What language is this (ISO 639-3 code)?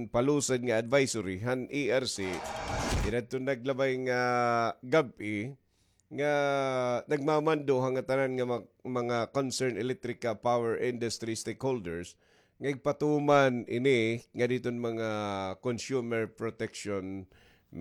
war